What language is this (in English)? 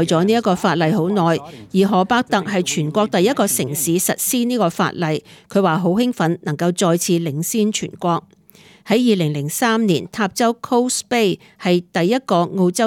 Cantonese